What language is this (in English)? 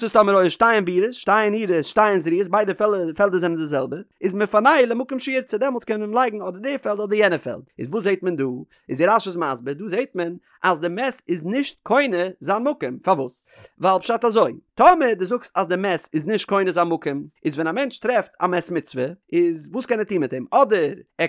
Yiddish